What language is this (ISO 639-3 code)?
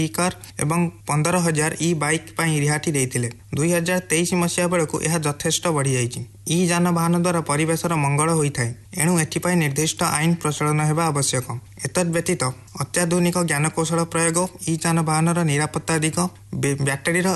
ori